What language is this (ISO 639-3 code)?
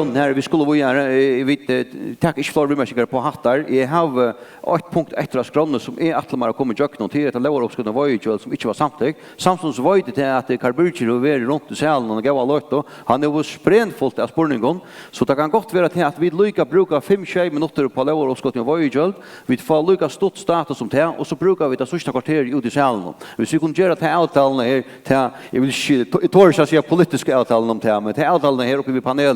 fao